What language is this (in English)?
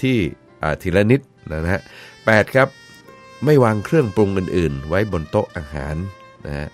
Thai